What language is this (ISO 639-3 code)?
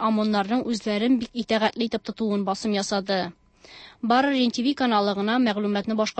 tat